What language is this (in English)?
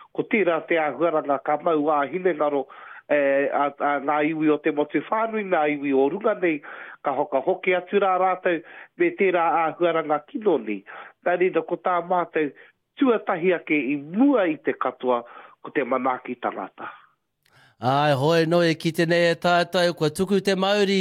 Māori